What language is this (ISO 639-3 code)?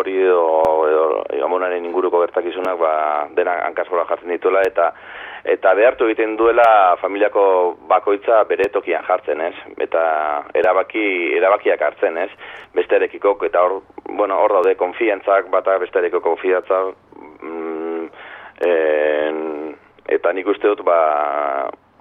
eus